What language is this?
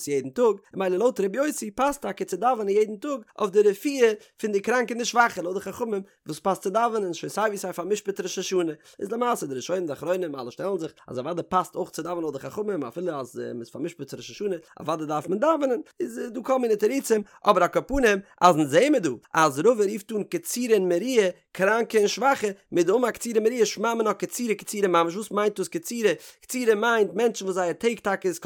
Yiddish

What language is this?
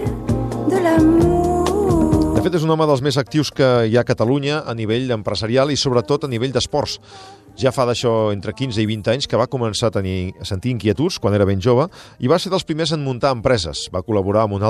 Catalan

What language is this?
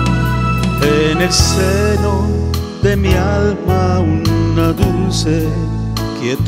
Spanish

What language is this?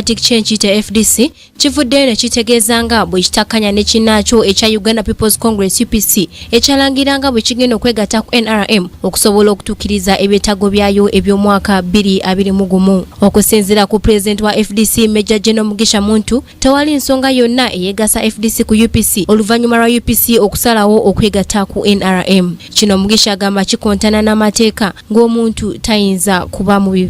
Ganda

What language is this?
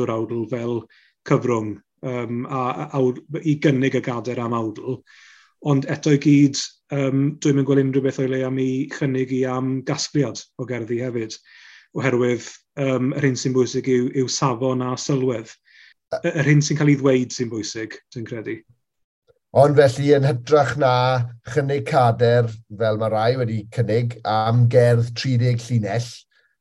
Welsh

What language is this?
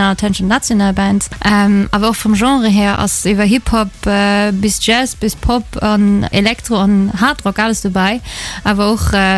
Luxembourgish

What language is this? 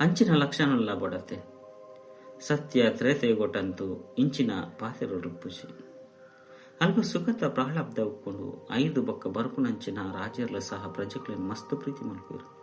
Tulu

